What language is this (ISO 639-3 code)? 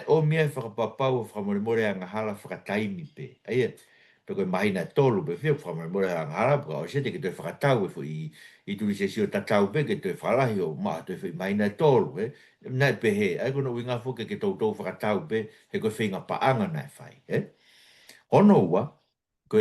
ton